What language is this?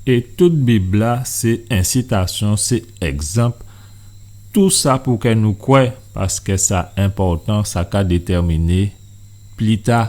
Guadeloupean Creole French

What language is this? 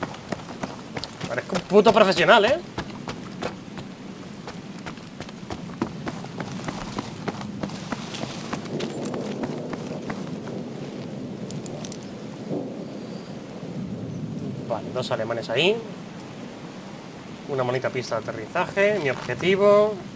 Spanish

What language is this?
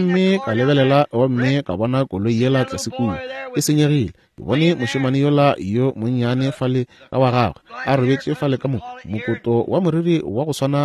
Northern Sotho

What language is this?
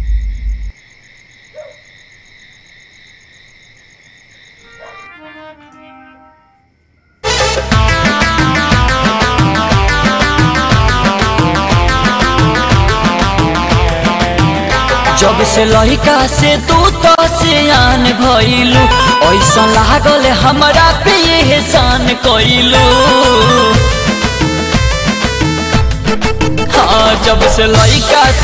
Bhojpuri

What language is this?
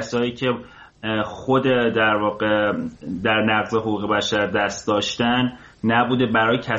Persian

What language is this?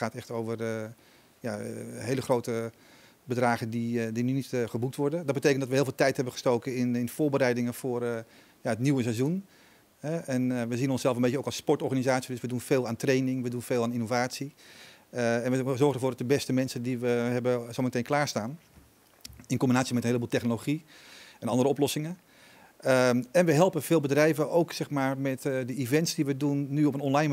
Dutch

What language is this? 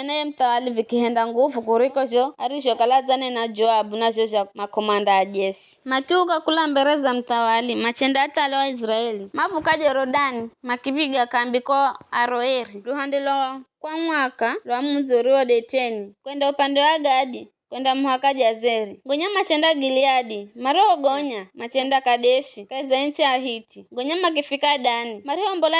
Giryama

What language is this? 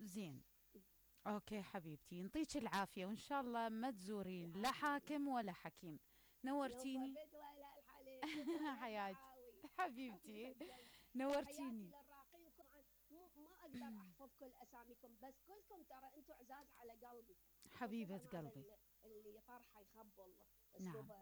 Mesopotamian Arabic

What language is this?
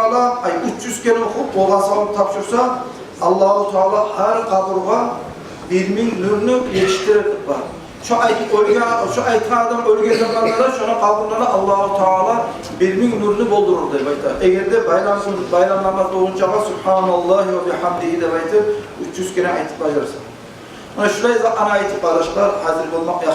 Kumyk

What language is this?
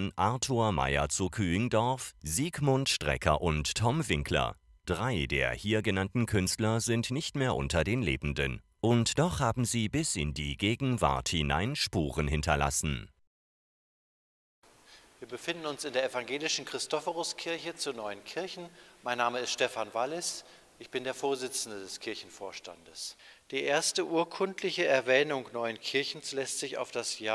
German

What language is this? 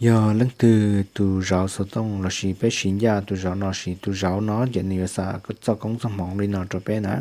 Hmong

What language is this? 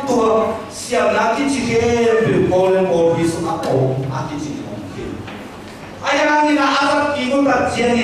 Tedim Chin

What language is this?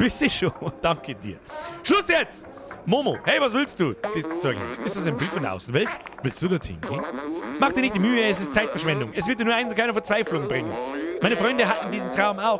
Bavarian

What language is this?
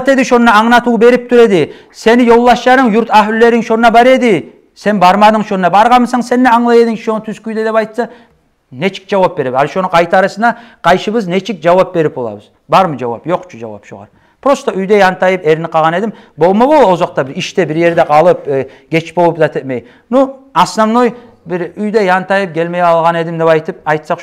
Kumyk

